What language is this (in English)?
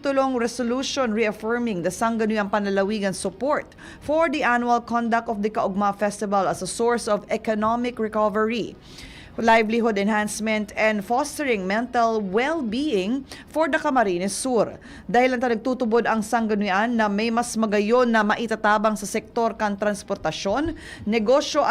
Bikol